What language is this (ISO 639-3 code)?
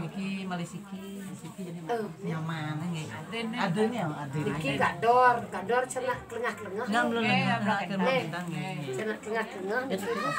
ban